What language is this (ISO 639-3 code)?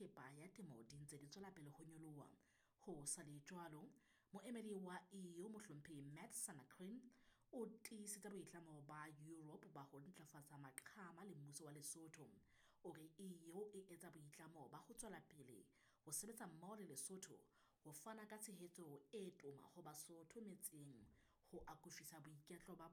sot